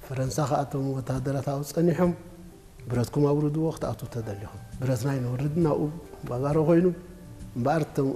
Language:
Tigrinya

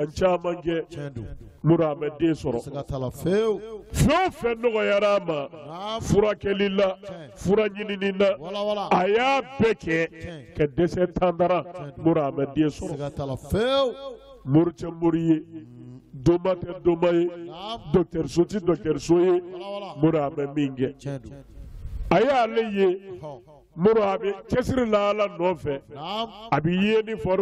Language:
Bambara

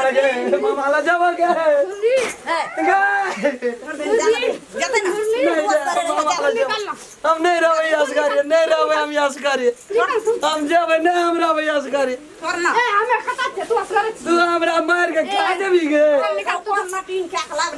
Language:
Maithili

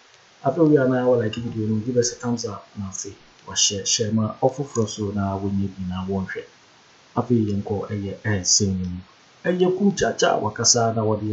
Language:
Akan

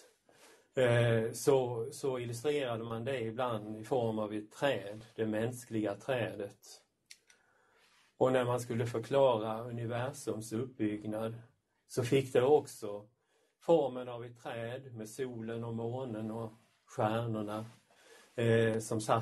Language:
Swedish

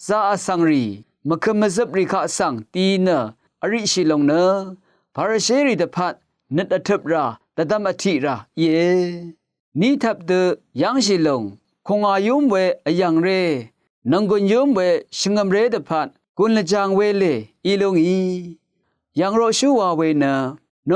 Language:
Rawang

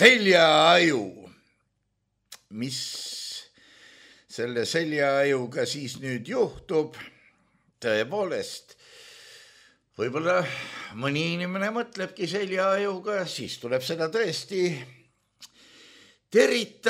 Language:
Estonian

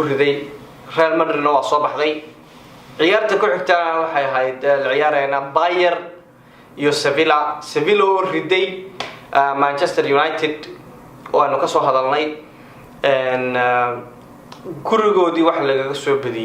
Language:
Somali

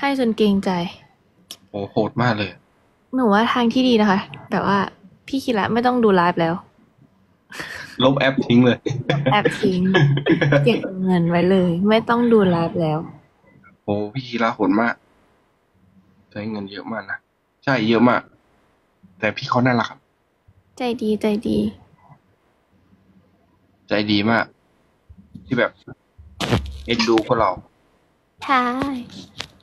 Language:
Thai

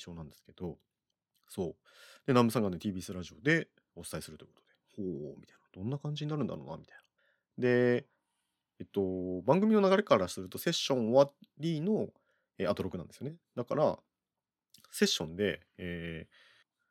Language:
Japanese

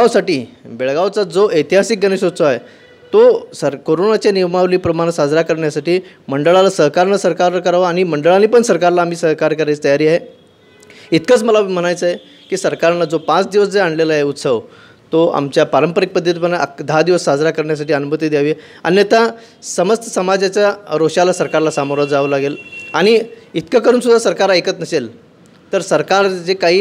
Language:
Marathi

